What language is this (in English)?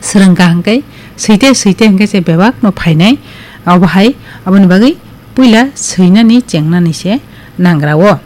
Kok Borok